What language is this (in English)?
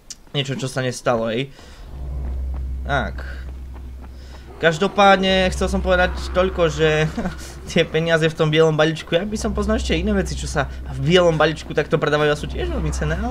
Slovak